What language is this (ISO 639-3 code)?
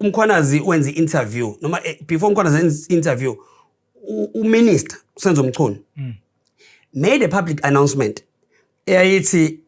zul